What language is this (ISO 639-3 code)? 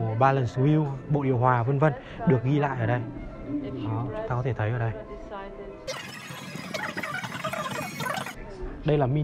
vie